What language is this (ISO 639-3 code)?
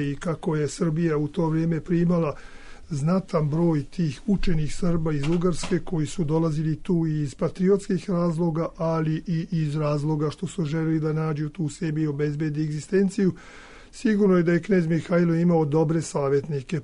srp